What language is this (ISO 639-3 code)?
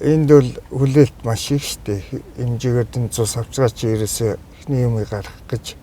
mon